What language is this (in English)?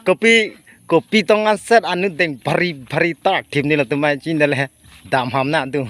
Karbi